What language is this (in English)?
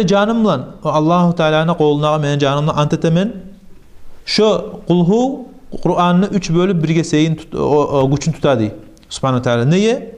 Kumyk